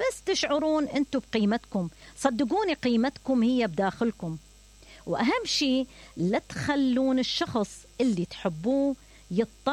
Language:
Mesopotamian Arabic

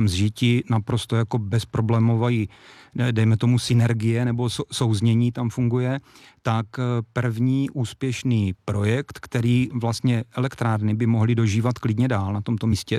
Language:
Czech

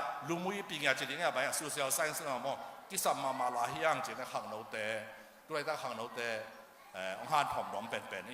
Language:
Tedim Chin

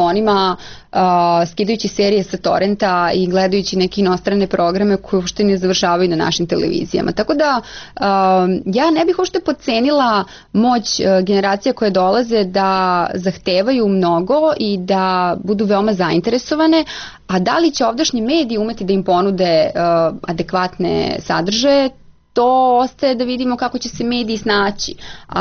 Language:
Serbian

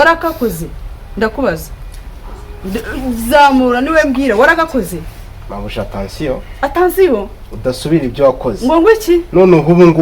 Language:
Kinyarwanda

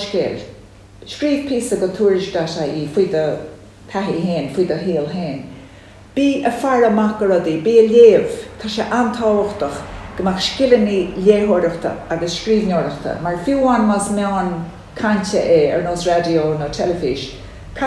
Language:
Irish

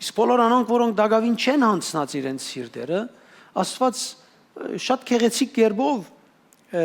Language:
Western Armenian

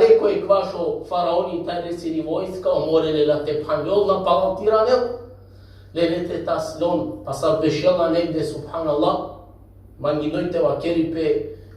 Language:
Balkan Romani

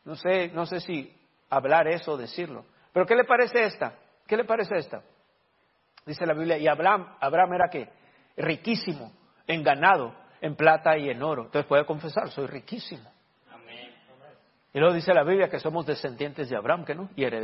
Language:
Spanish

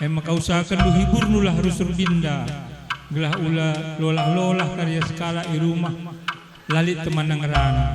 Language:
Batak Karo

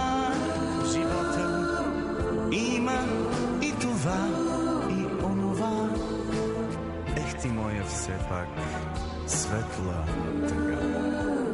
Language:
Bulgarian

